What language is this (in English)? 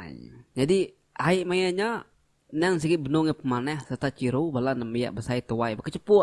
Iban